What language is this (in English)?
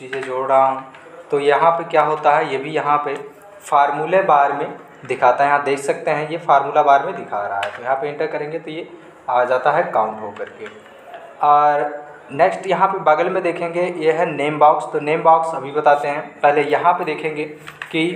Hindi